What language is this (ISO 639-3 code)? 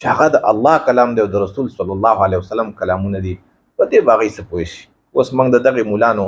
pus